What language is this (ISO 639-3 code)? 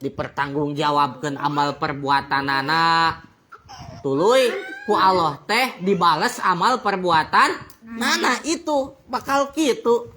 sun